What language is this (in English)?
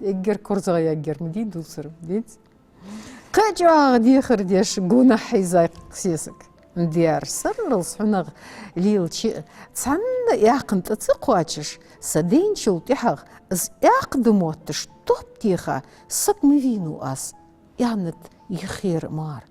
Ingush